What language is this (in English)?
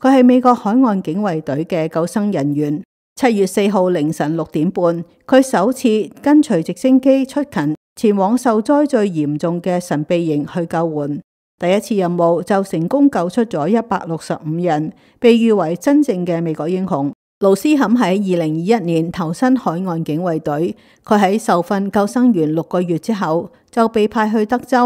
Cantonese